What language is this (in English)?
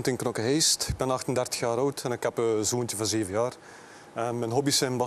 Dutch